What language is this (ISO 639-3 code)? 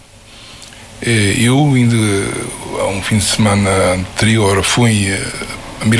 por